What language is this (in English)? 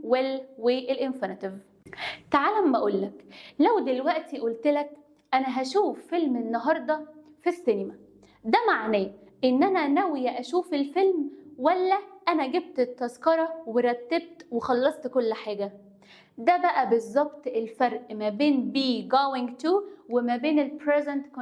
Egyptian Arabic